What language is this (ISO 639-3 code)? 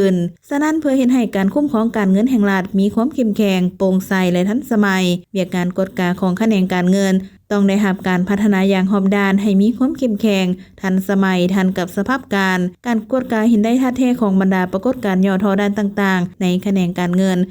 lao